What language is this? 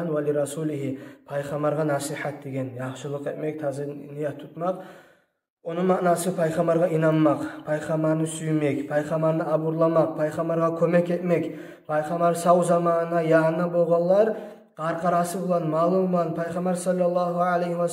Kumyk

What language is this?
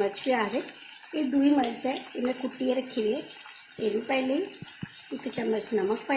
Dogri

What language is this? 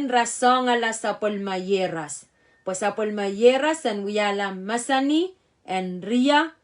Pohnpeian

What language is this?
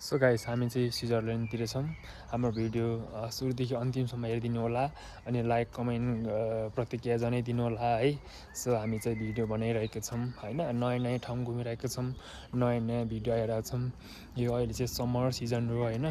Nepali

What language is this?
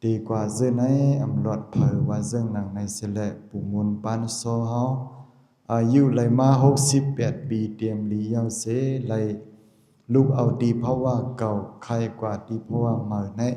Shan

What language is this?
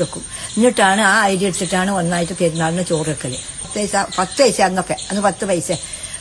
Malayalam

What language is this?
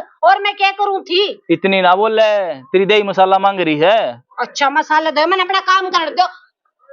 Haryanvi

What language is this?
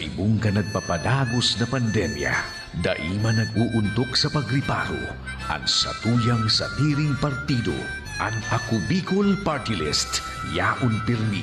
Bikol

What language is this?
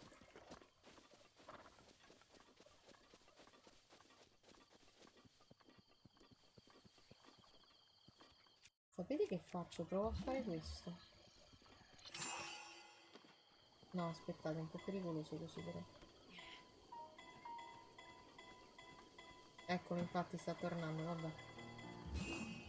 Italian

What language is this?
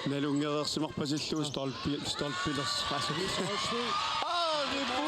Kalaallisut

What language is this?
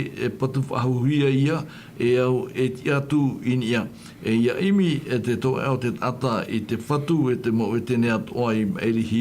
Tahitian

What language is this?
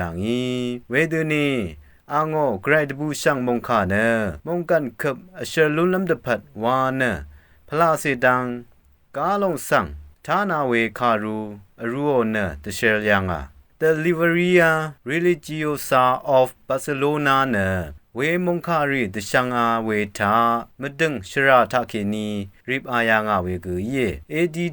Rawang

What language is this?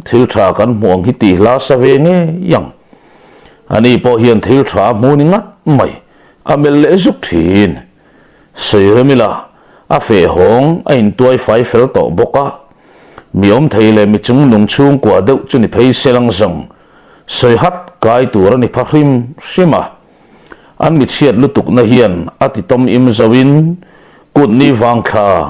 Mizo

